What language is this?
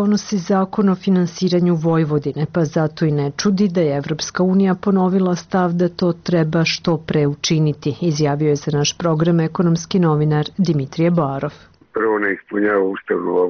Serbian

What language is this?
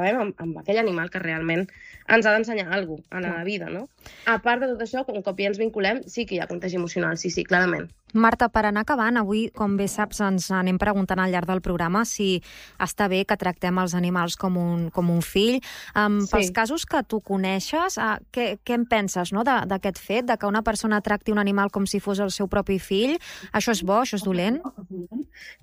Catalan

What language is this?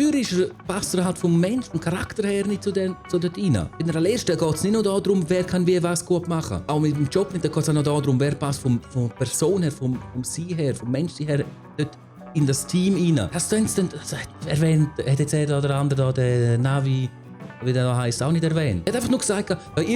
Swiss German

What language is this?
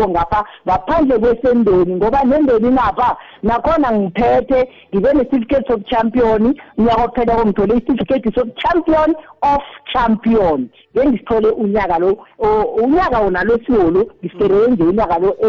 South Ndebele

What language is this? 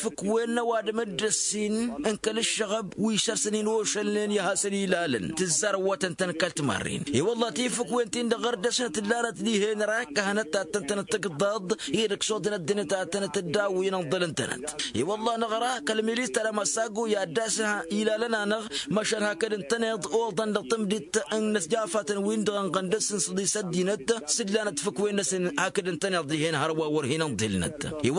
Tamasheq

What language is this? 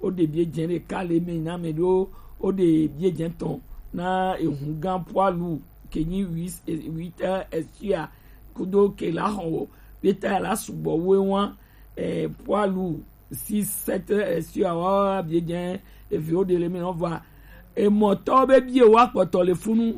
Gen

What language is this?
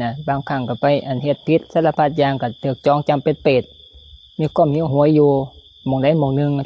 Lao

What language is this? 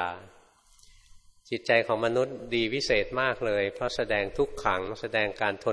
Thai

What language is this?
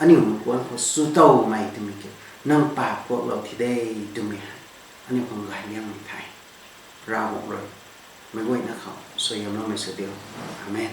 Rongmei Naga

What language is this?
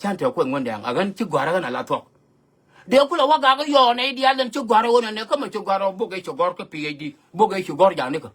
Nuer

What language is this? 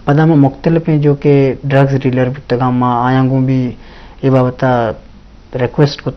Eastern Balochi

